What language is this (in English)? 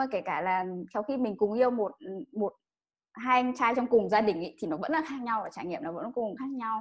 Vietnamese